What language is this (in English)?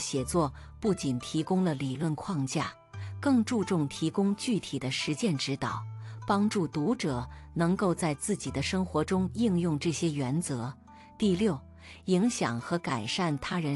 Chinese